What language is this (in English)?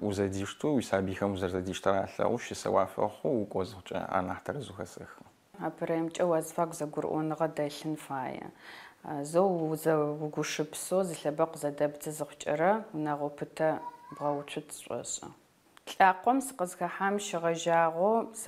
Adyghe